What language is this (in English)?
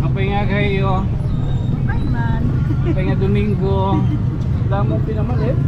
Waray